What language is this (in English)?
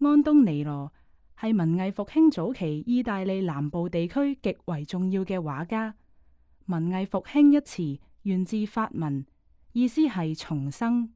Cantonese